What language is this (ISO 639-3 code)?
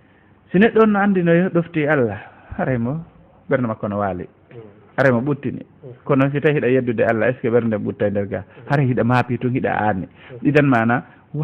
ful